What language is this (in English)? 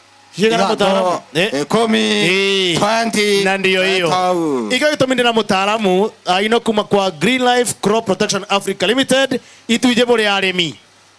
Meru